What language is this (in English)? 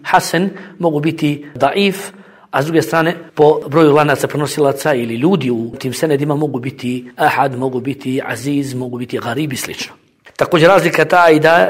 Bosnian